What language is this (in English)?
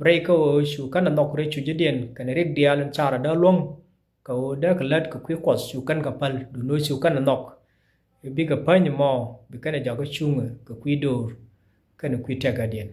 Nuer